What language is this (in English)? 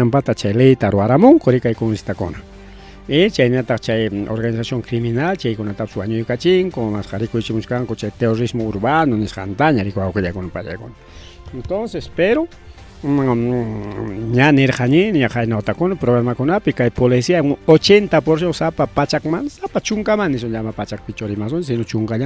Ayacucho Quechua